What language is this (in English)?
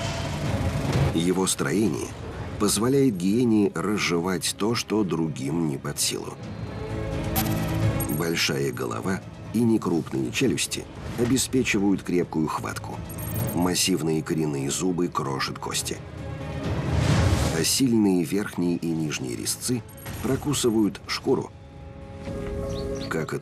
Russian